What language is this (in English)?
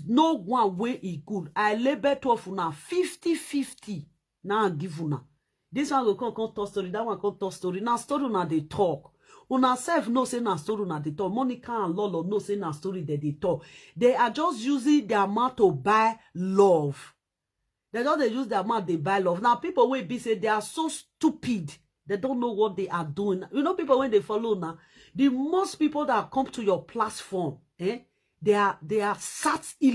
Nigerian Pidgin